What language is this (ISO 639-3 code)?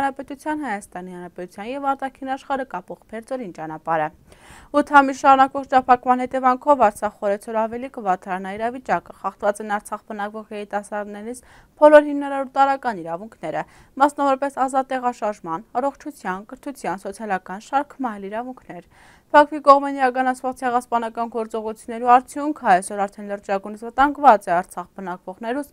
hye